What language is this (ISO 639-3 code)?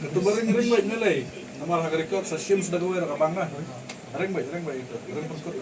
kha